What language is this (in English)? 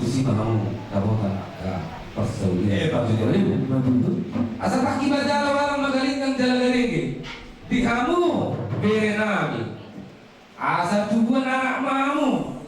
Batak Toba